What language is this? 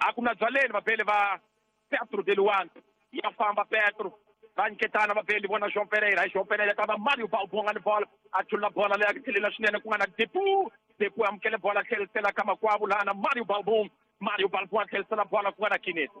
Tsonga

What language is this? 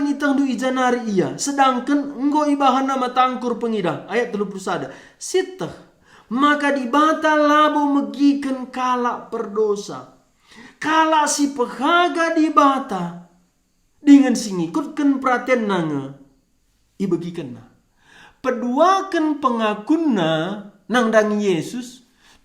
Batak Karo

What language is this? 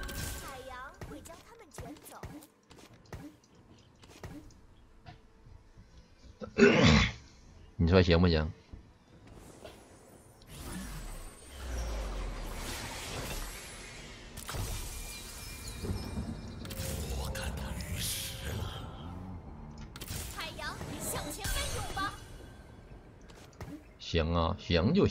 Chinese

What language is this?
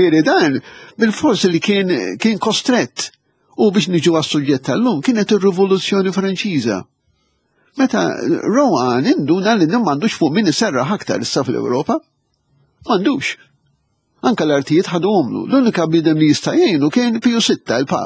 Maltese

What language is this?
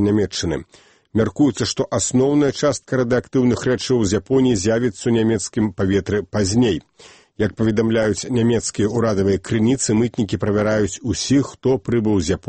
Belarusian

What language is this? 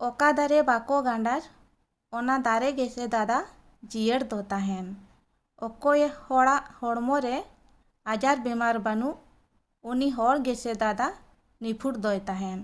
Santali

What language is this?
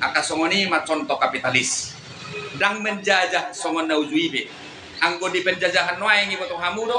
Batak Toba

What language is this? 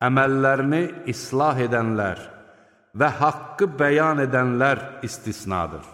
Azerbaijani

